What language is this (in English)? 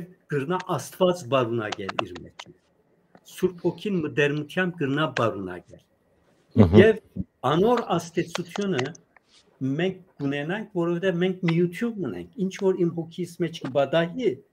Western Armenian